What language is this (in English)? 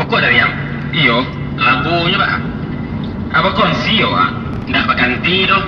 Minangkabau